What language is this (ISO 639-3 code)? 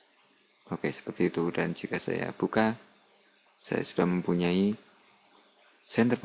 ind